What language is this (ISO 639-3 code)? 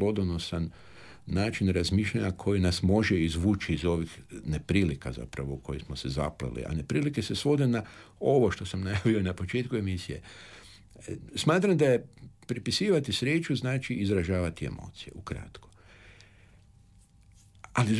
hrv